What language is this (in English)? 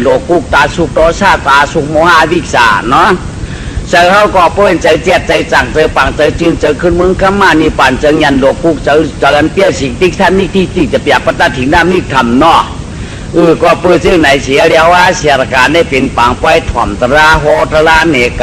Shan